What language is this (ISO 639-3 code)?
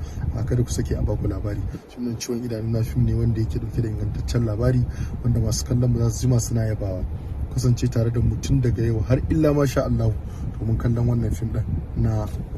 hau